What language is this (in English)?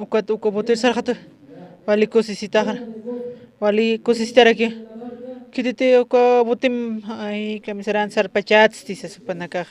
Aymara